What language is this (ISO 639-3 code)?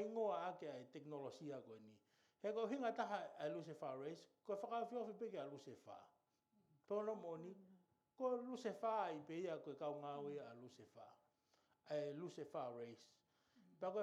ton